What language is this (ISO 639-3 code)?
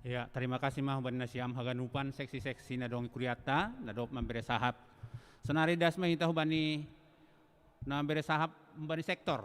bts